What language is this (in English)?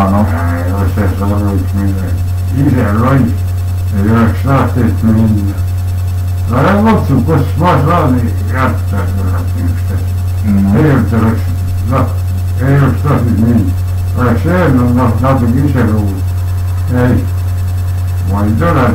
Estonian